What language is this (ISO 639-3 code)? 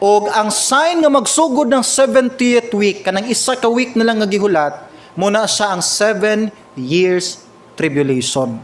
ceb